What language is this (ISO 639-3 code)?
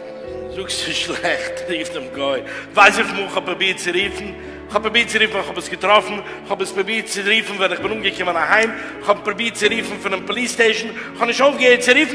yid